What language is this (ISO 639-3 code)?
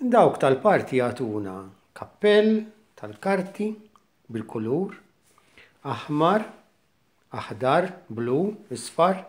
mlt